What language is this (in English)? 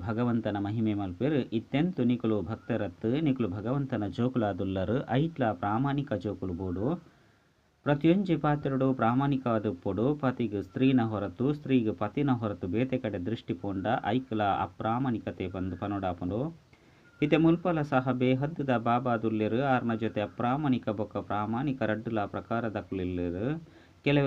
Tulu